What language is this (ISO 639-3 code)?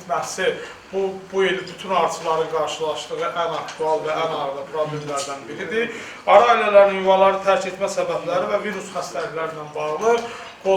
aze